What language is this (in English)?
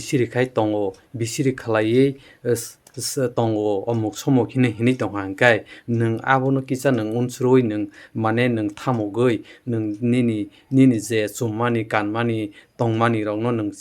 Kok Borok